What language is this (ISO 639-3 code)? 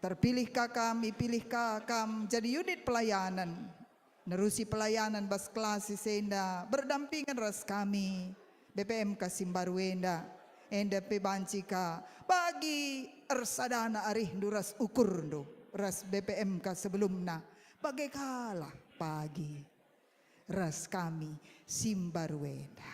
btx